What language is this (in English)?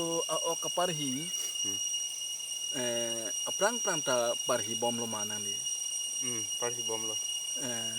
Karbi